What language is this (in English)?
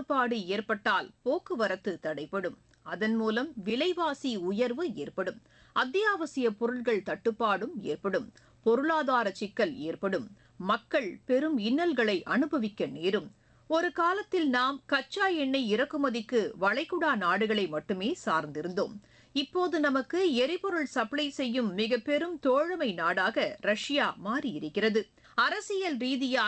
Tamil